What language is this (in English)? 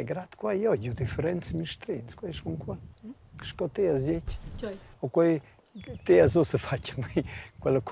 Romansh